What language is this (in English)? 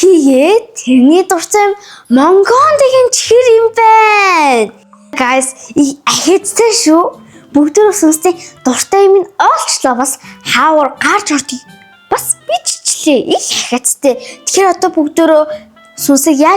Mongolian